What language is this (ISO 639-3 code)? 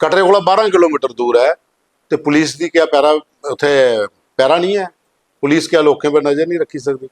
doi